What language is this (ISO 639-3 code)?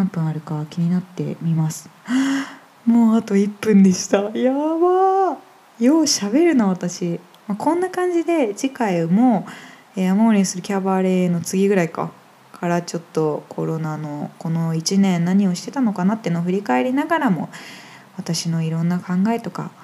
jpn